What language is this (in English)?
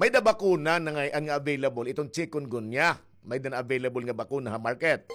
Waray